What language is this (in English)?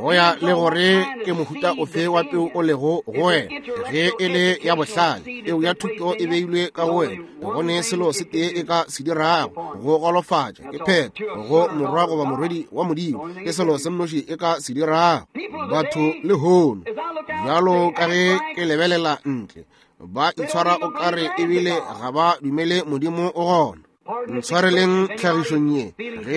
Northern Sotho